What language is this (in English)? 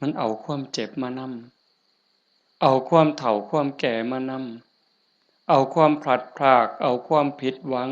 Northeastern Thai